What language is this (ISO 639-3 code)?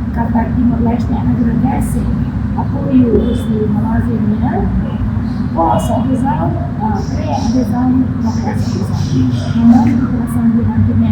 tet